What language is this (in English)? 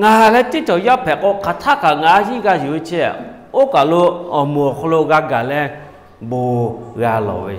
Lahu